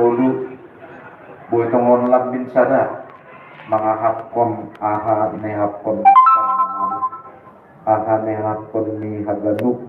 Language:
Batak Simalungun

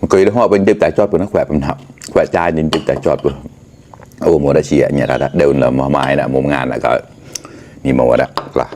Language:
Mon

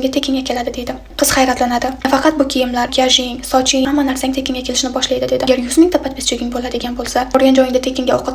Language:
Uzbek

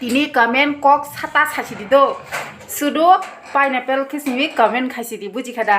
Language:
Kok Borok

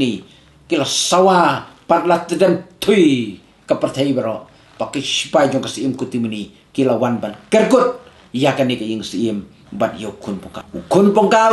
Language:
Khasi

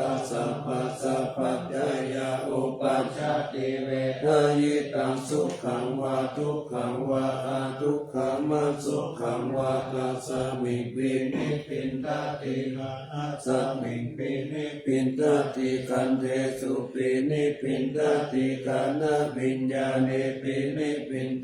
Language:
Pali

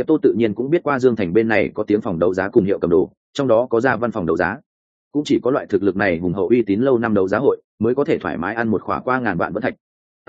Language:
Vietnamese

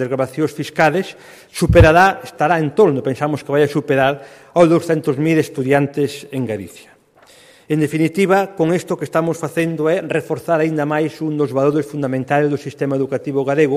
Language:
Galician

